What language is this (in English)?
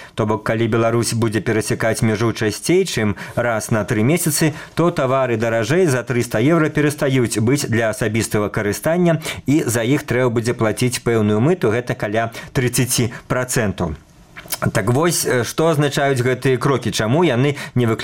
Belarusian